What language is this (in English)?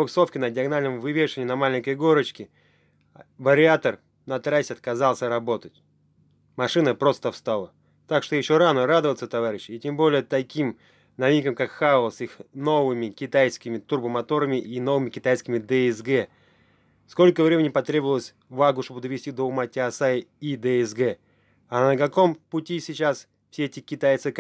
Russian